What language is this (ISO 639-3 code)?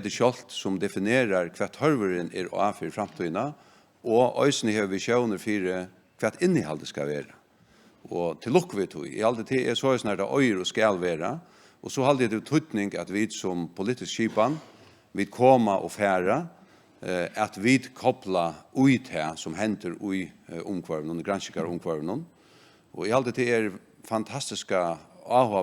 fao